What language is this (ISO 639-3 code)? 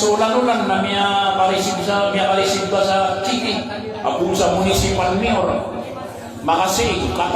mrw